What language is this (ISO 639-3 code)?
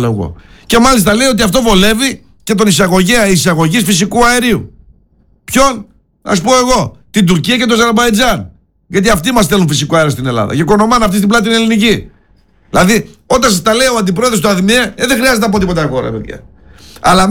ell